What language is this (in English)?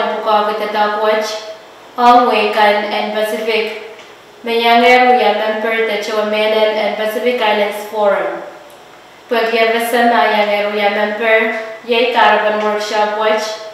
Pohnpeian